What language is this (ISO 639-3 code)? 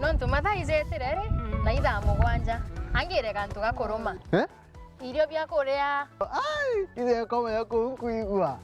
mer